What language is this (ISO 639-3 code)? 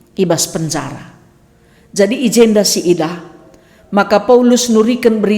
btx